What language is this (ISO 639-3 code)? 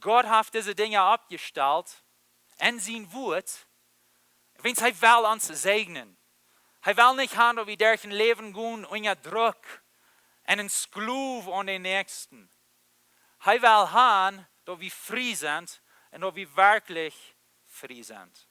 pdt